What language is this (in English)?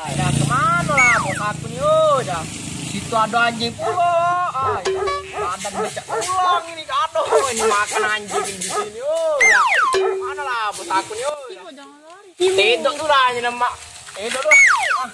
Musi